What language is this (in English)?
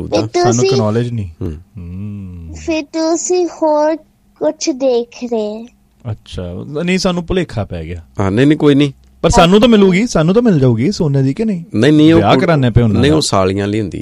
Punjabi